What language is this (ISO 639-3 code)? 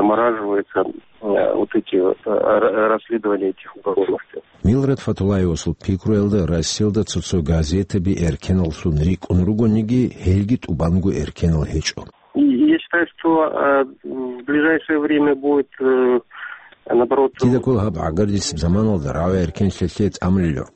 ava